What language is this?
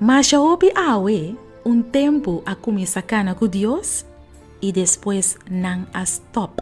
Papiamento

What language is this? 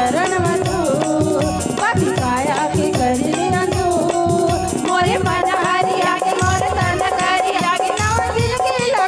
Chhattisgarhi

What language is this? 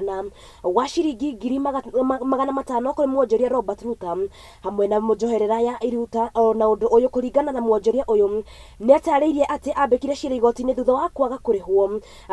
Kikuyu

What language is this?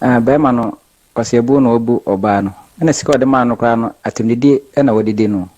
Akan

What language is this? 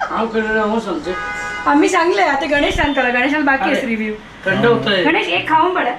Konkani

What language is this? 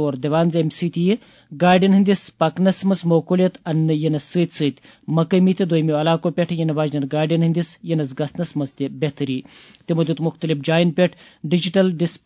Kashmiri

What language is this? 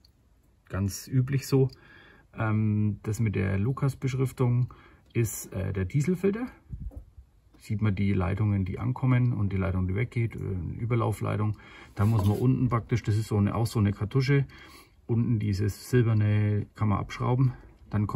German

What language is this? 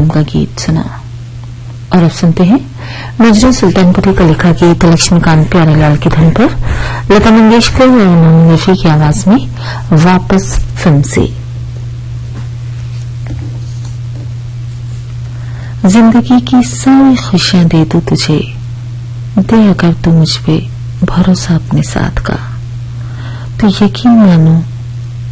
Hindi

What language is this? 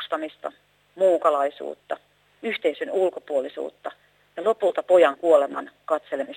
Finnish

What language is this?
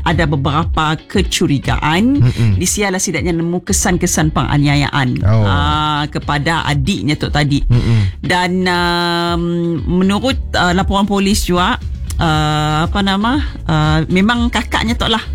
Malay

